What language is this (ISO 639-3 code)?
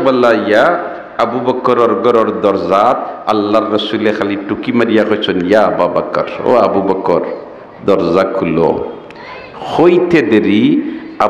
syl